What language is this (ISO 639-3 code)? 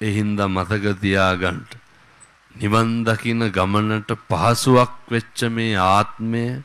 sin